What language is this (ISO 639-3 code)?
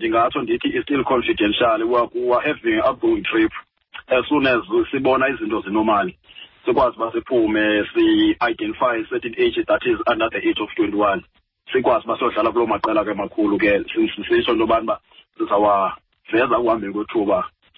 xho